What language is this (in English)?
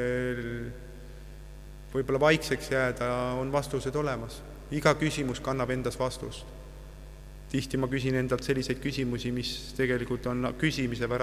Estonian